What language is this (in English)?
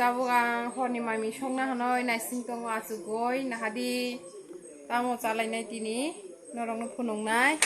Kok Borok